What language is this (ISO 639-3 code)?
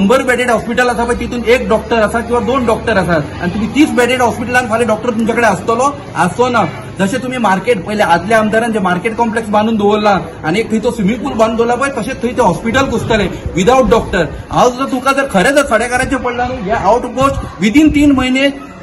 kok